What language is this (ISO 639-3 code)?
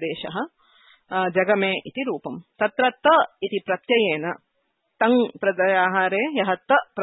san